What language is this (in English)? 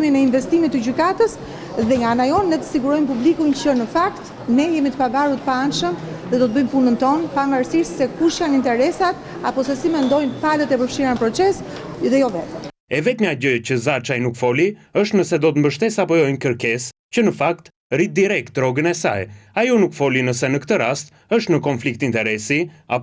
Albanian